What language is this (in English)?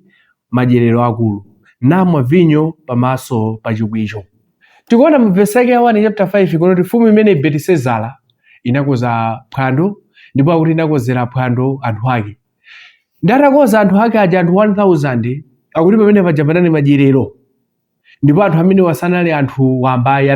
Nyanja